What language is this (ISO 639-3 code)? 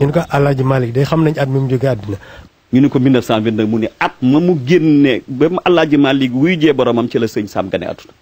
wol